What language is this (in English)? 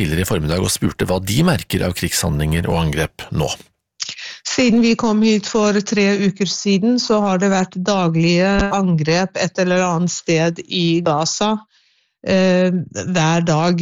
Norwegian